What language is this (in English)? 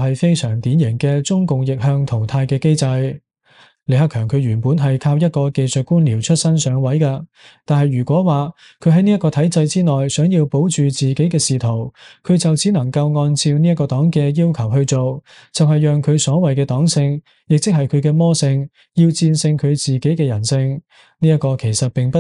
Cantonese